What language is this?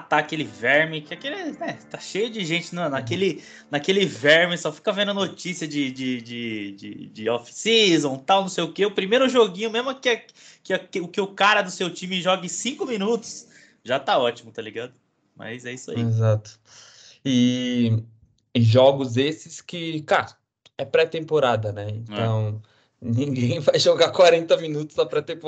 Portuguese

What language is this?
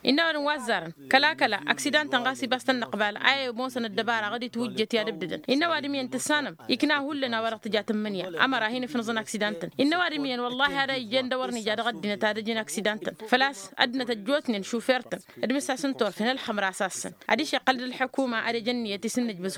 Tamasheq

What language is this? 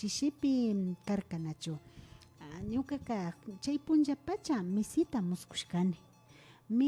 Imbabura Highland Quichua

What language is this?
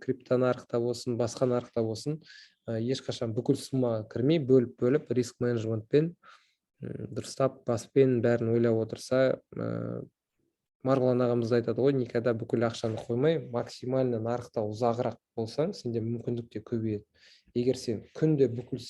Kazakh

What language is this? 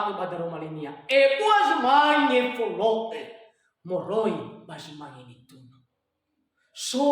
Nias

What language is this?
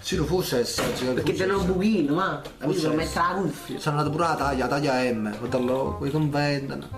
Neapolitan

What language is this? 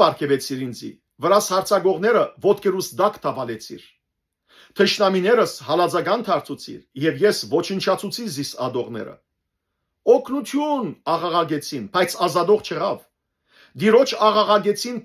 Western Armenian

